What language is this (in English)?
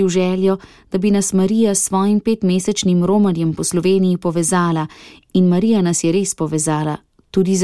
Slovenian